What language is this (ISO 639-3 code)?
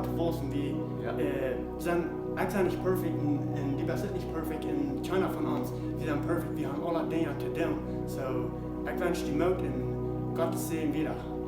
pdt